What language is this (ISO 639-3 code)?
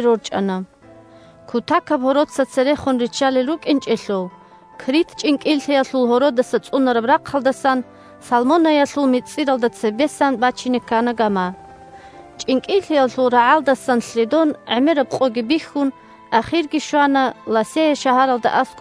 ava